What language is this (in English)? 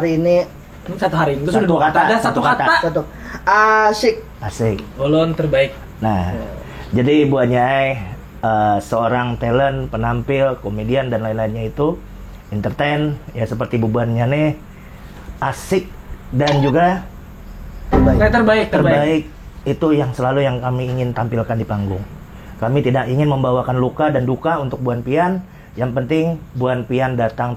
Banjar